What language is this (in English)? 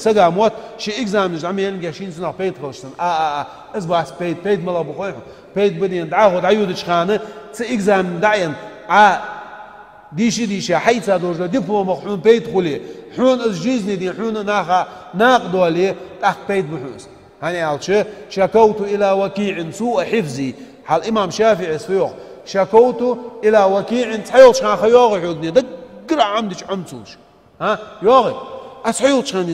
Ingush